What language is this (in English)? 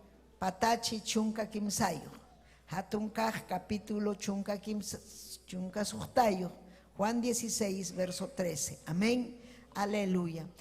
Ayacucho Quechua